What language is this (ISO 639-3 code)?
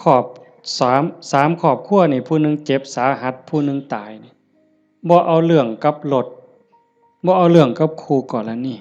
tts